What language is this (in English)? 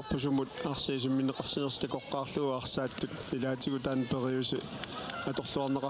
Kalaallisut